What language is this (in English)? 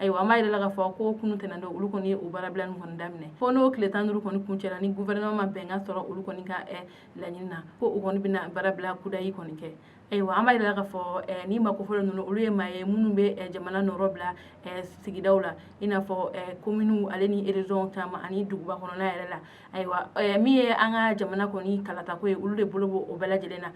Bambara